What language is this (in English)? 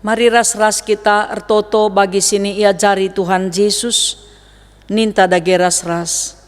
Batak Karo